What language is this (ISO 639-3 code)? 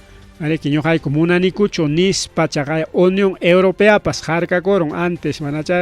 quy